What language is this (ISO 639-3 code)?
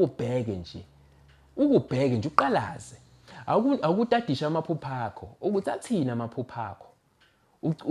zul